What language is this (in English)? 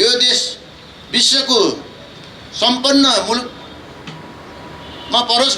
Nepali